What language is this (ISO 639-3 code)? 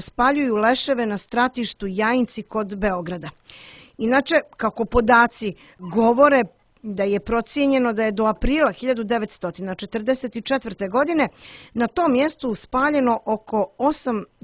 srp